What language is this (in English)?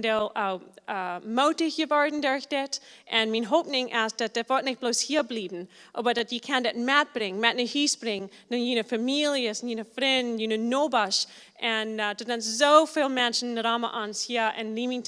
Plautdietsch